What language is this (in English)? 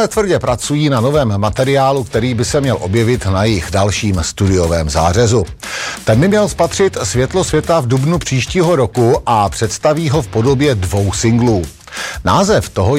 Czech